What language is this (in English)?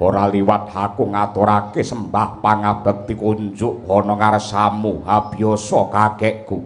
Javanese